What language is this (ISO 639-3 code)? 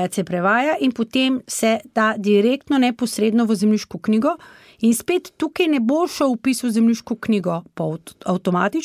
slv